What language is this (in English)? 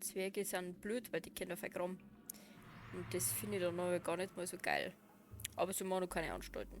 Bavarian